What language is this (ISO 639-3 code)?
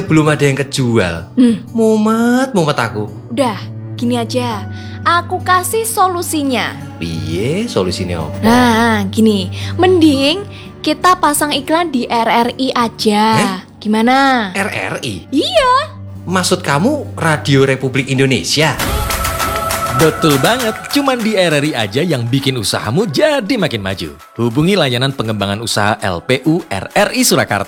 ind